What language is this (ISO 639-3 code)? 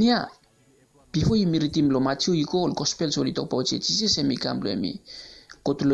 bis